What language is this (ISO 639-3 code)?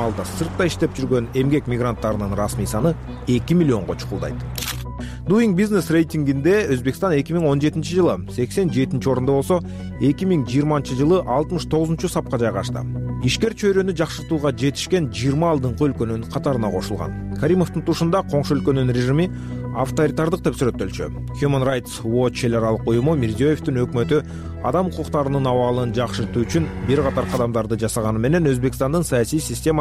kir